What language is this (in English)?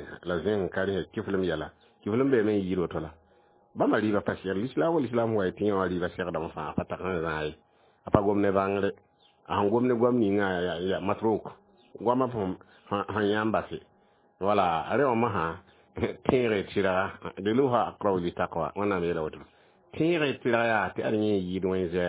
Mossi